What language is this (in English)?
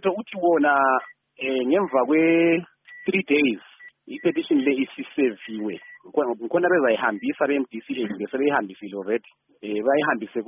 North Ndebele